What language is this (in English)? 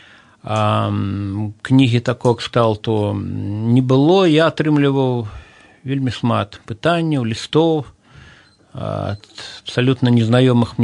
Belarusian